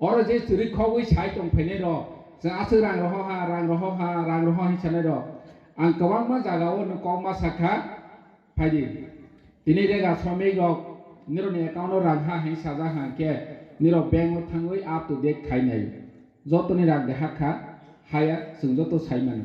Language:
Kok Borok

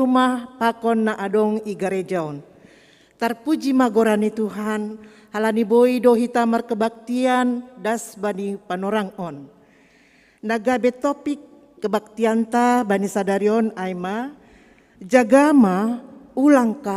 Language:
Batak Simalungun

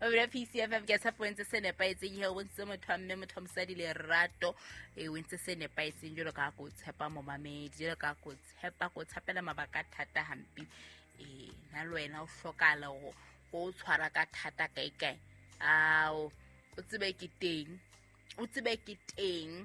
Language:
Southern Sotho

